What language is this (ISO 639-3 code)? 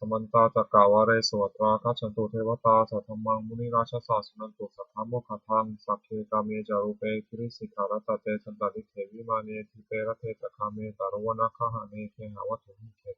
pli